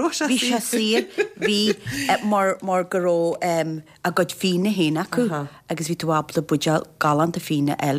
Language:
Irish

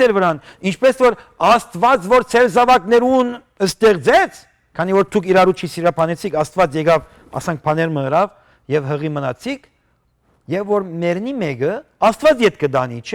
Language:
Western Armenian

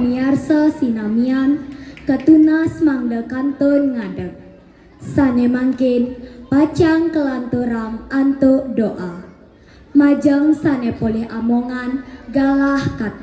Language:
Balinese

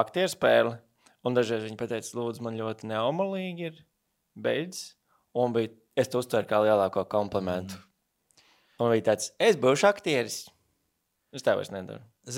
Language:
Latvian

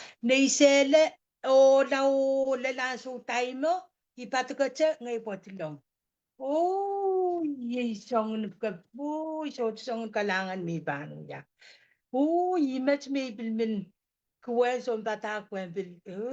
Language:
Pohnpeian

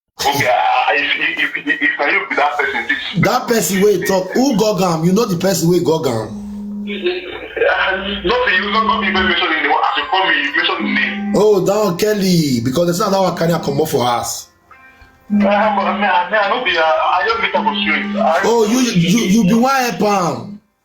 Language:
Nigerian Pidgin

